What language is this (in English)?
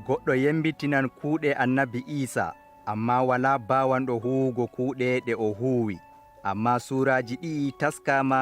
Adamawa Fulfulde